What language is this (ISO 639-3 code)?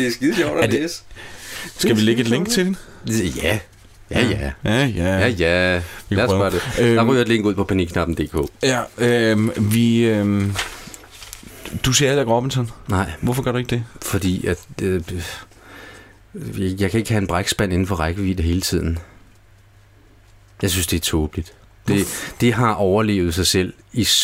dan